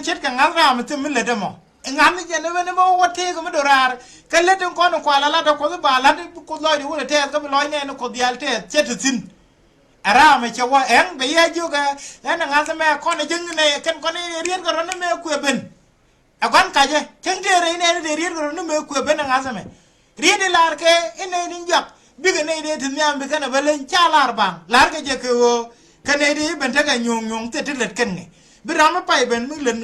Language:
Nuer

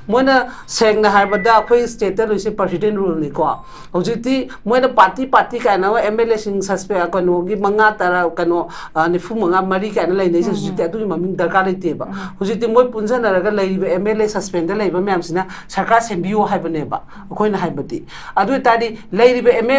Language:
Manipuri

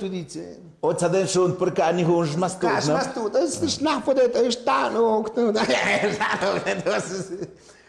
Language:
Tlahuitoltepec Mixe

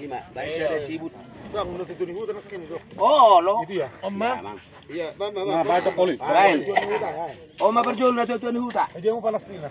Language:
Batak Toba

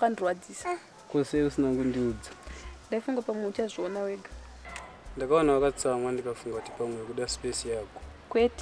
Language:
Shona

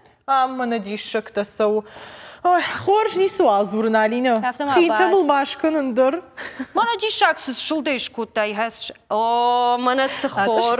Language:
Ossetic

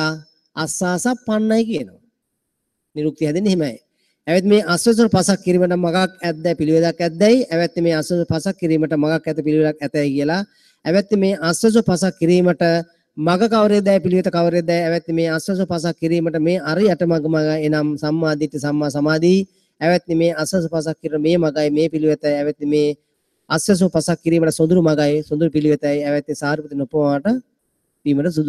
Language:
Sinhala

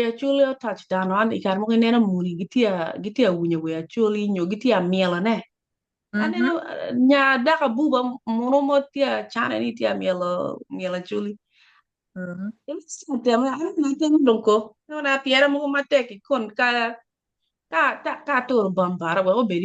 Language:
Acoli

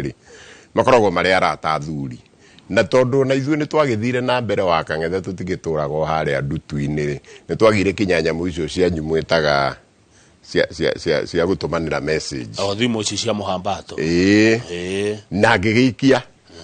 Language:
Kikuyu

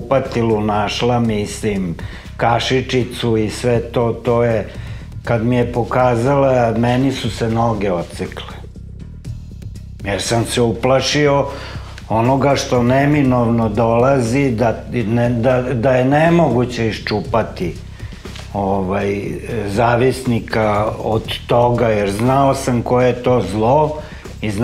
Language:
Serbian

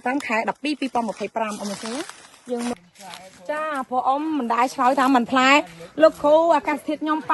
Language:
Khmer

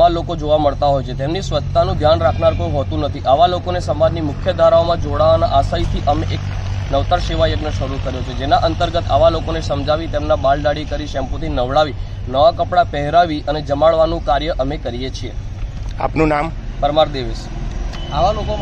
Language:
Gujarati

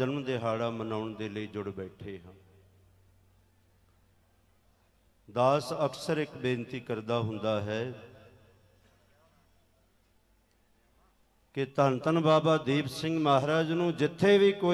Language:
Punjabi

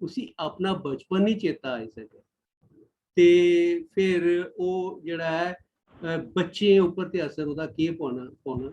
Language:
Dogri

